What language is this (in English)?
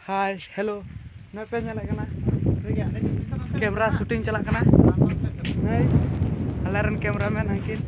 Santali